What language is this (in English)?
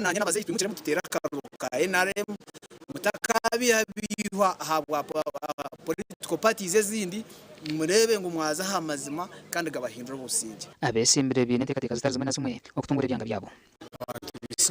Nyankole